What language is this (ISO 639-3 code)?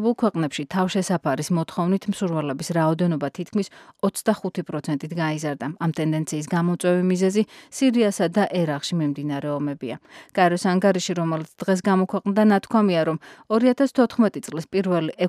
kat